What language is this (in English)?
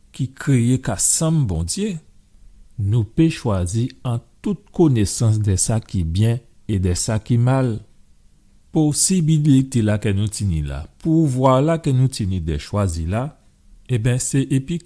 Guadeloupean Creole French